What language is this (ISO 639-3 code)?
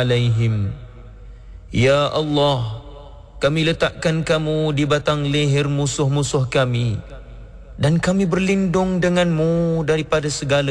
msa